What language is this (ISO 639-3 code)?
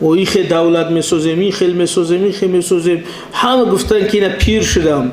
tgk